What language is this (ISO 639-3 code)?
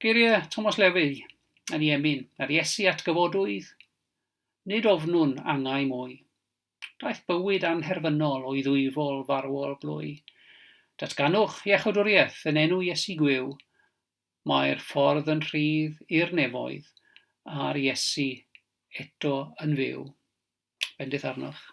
cym